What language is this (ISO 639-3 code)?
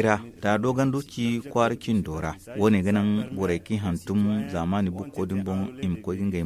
dje